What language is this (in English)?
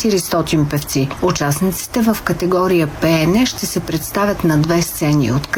Bulgarian